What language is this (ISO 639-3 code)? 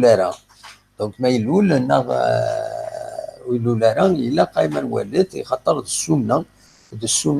kab